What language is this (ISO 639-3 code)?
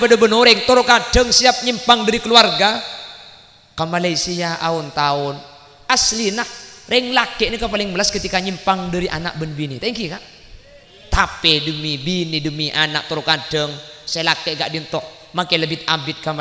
mad